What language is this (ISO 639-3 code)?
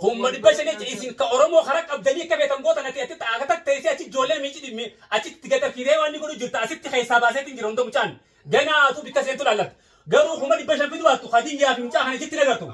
orm